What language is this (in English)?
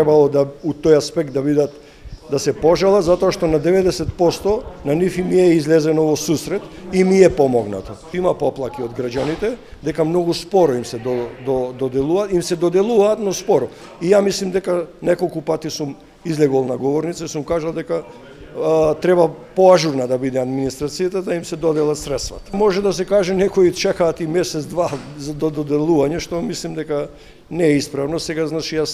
Macedonian